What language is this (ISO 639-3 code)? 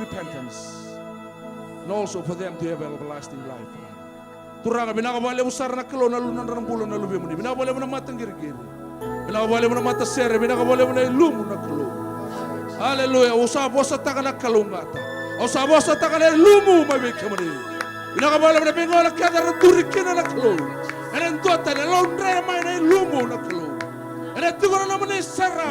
fij